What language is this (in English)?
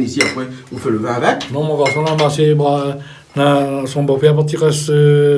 Réunion Creole French